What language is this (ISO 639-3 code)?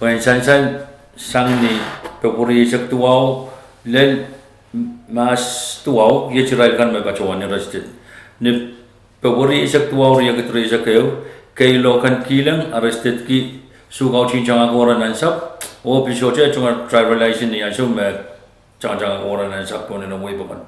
pon